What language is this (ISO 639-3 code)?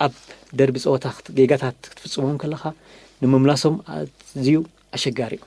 tir